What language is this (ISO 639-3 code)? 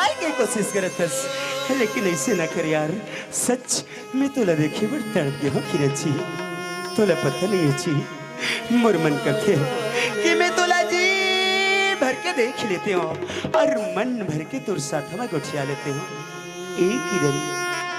hne